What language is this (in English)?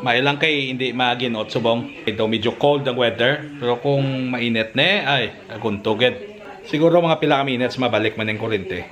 Hiligaynon